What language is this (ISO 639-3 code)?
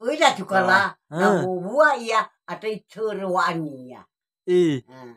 nia